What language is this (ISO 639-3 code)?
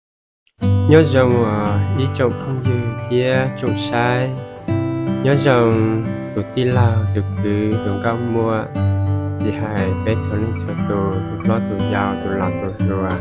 hmn